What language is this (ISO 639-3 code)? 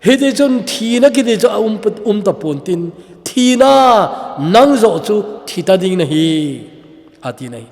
tcz